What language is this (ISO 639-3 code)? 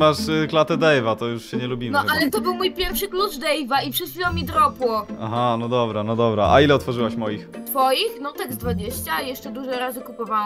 pol